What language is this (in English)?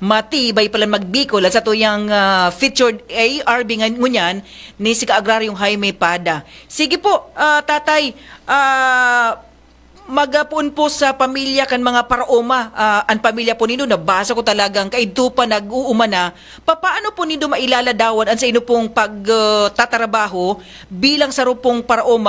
Bikol